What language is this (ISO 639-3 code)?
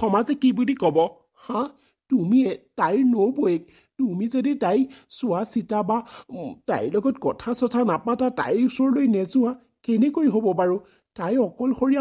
asm